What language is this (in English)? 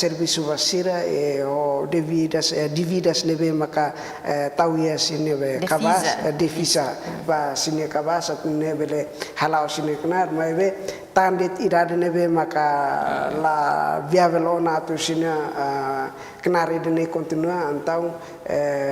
Tetum